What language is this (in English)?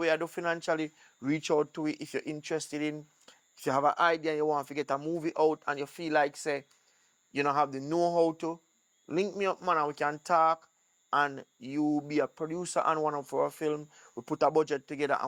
Jamaican Creole English